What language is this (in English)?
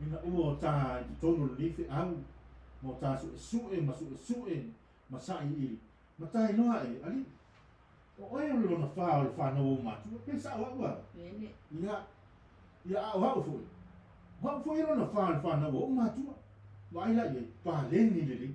Samoan